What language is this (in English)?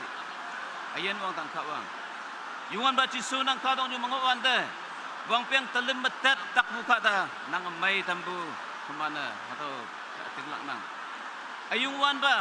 Naga Pidgin